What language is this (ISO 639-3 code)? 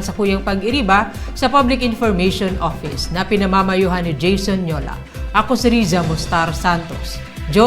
bik